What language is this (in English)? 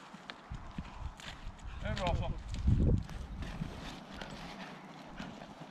Swedish